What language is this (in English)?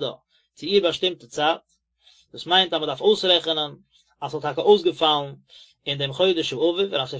Yiddish